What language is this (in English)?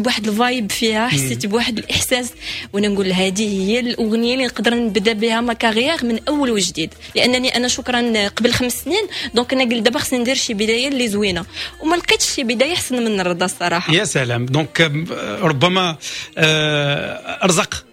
Moroccan Arabic